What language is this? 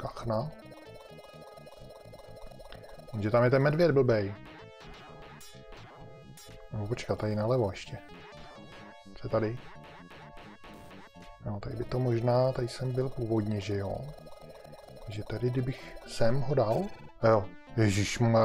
Czech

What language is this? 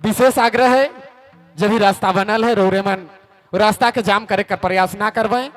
Sadri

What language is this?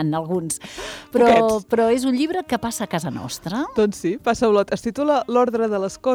Catalan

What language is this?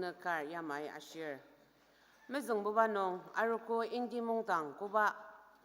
Ao Naga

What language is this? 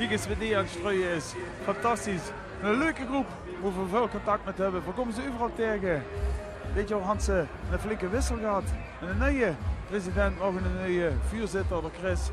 Limburgish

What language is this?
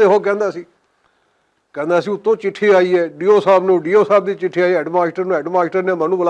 Western Panjabi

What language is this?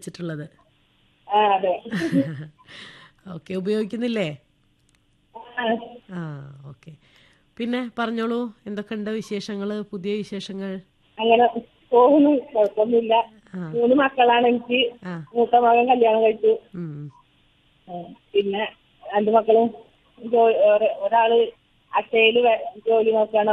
Malayalam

